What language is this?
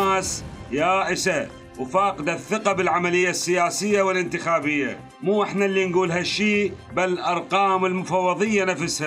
Mesopotamian Arabic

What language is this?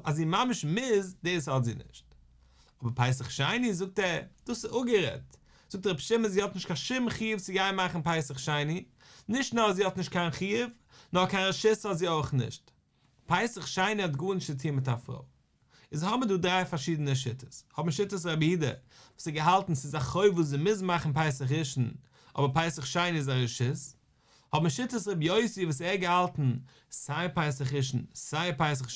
Yiddish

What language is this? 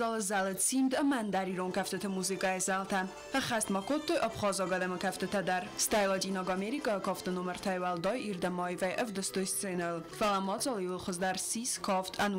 Ossetic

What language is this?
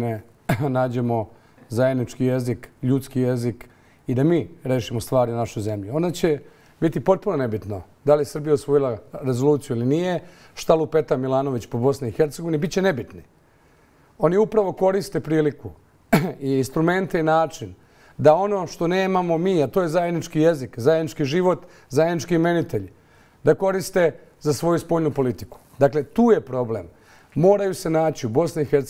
Bosnian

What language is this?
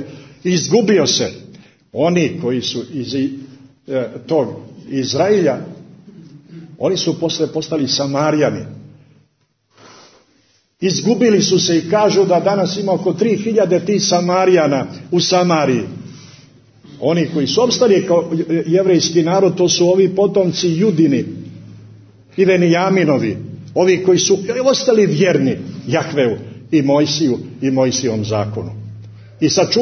Serbian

